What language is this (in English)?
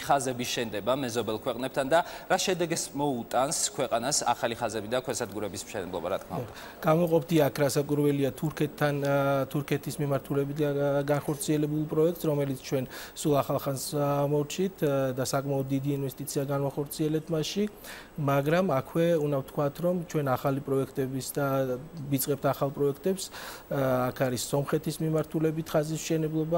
Georgian